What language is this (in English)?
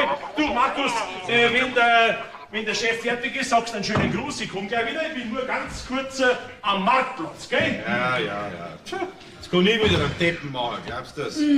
Bavarian